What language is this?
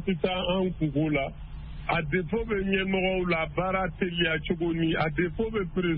Bambara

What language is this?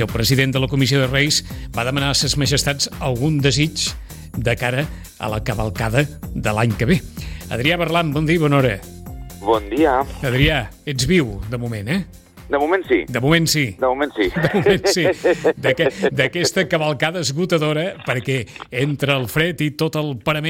Catalan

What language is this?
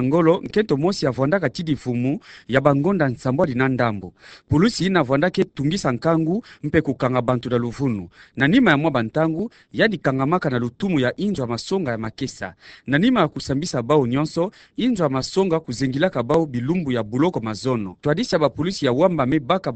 Kituba (Democratic Republic of Congo)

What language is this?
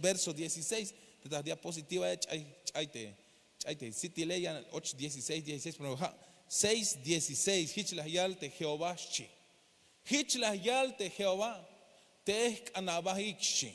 Tzeltal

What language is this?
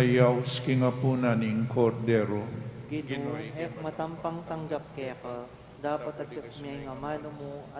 Pampanga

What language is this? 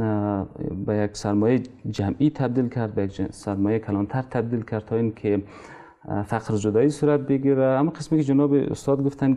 Persian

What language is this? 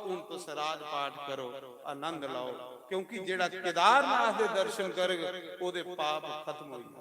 Dogri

